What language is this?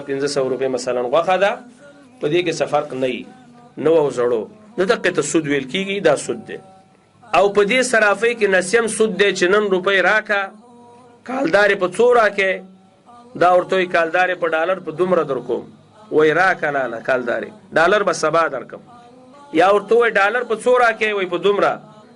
Pashto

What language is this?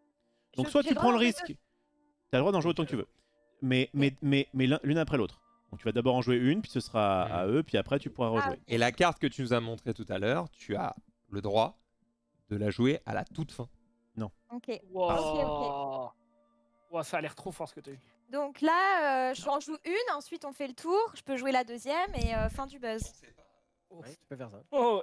French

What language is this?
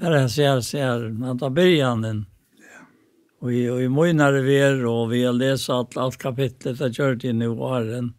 Faroese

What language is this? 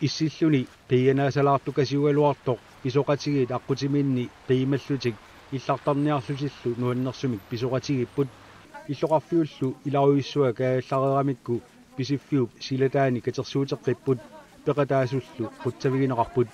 Kalaallisut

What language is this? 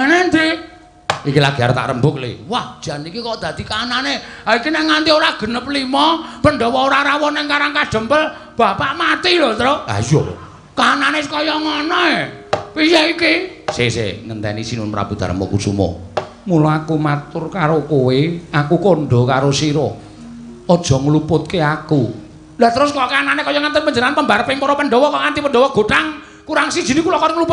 Javanese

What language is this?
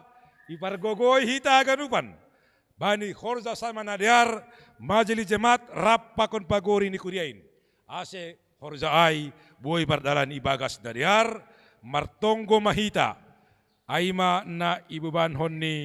Batak Simalungun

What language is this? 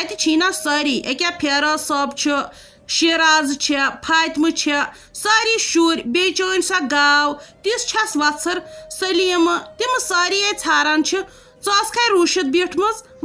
Kashmiri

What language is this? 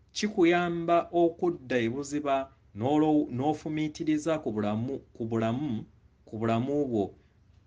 Ganda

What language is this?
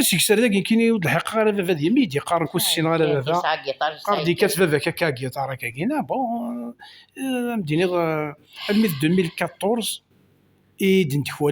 Kabyle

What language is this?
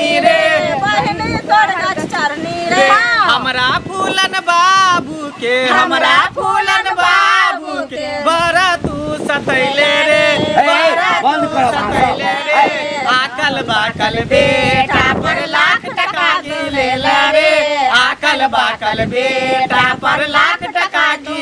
Maithili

